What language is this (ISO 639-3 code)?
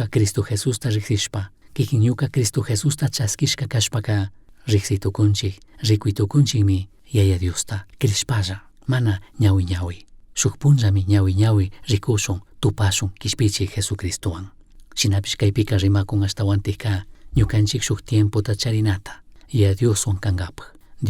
qug